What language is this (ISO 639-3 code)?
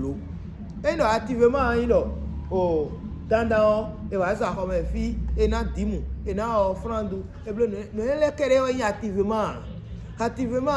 fon